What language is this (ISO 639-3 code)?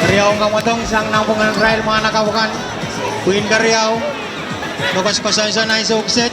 pon